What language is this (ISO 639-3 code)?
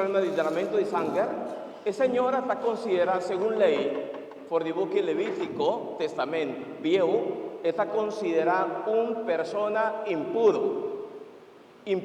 pap